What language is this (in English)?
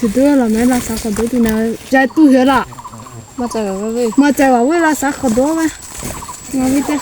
Lahu Shi